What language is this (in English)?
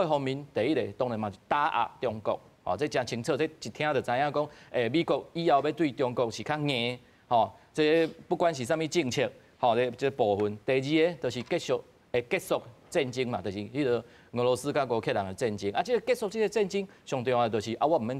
Min Nan Chinese